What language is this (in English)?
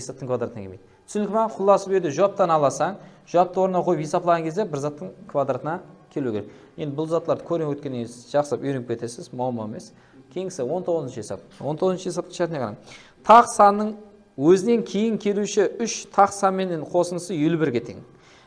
Kara-Kalpak